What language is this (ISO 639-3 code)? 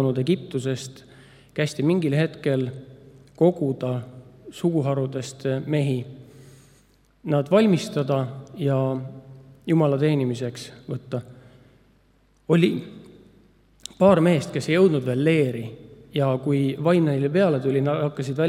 est